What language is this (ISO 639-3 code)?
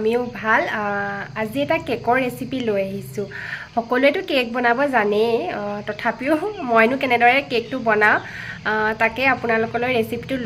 asm